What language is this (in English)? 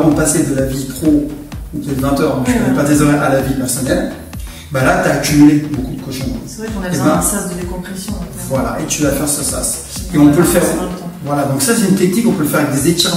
French